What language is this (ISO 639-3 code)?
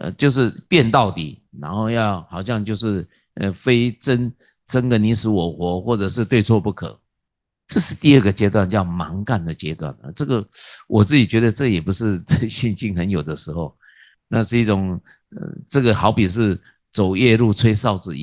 zho